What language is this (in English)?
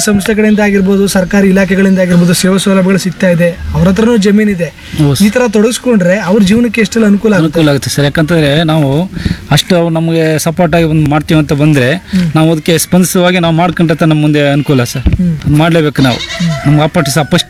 Kannada